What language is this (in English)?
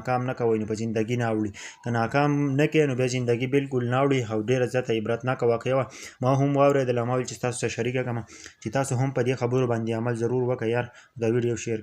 Pashto